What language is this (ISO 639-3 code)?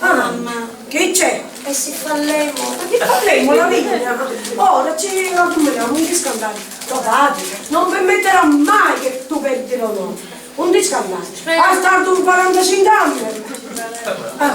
scn